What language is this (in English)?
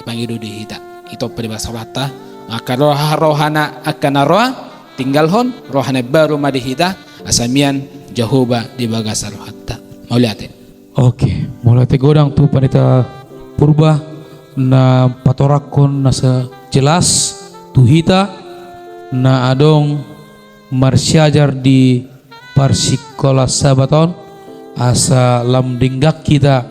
Batak Toba